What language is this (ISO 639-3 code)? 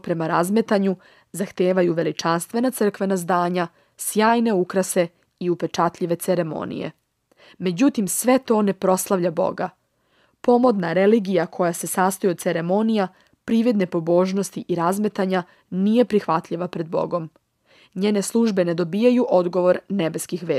srp